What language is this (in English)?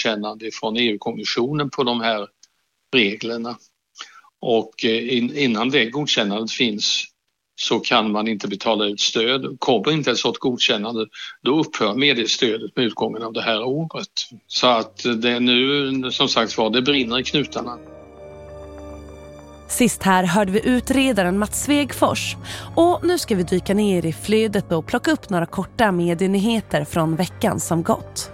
Swedish